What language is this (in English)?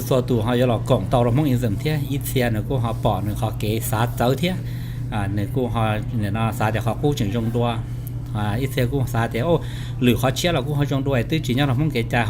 Hmong